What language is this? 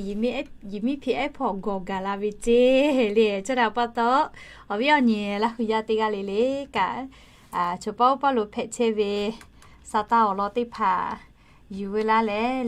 Lahu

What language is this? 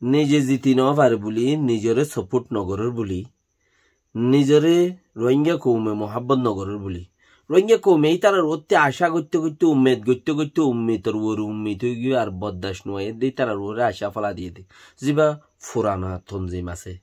Rohingya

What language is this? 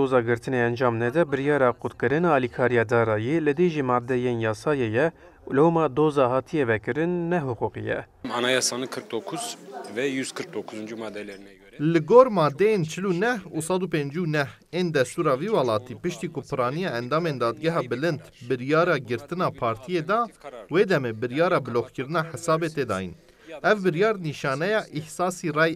Kurdish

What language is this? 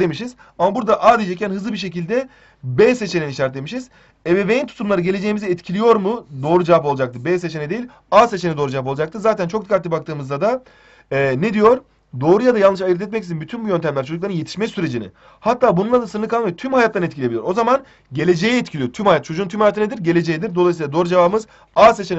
Turkish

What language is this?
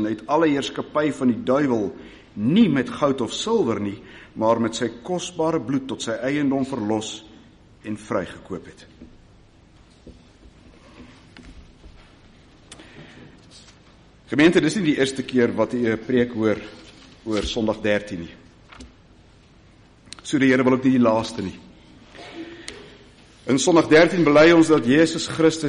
Afrikaans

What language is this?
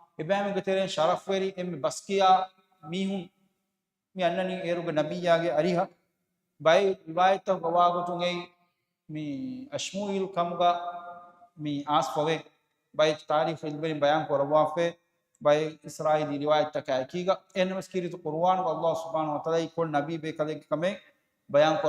Divehi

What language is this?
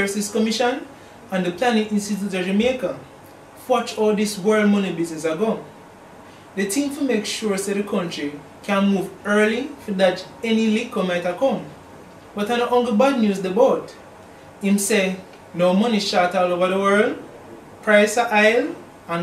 Jamaican Creole English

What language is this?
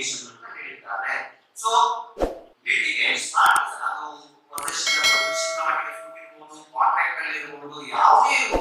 Kannada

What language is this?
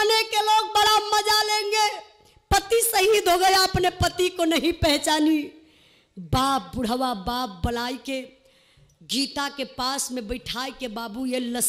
Bhojpuri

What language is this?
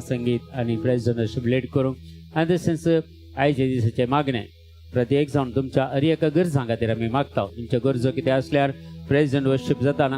Konkani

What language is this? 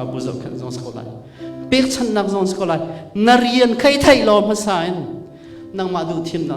Hakha Chin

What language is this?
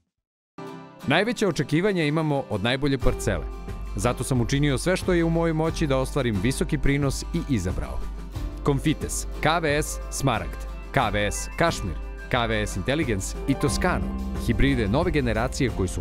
Serbian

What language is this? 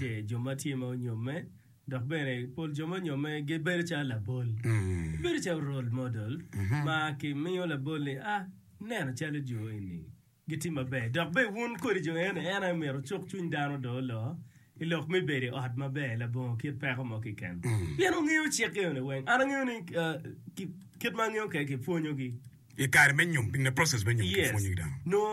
Acoli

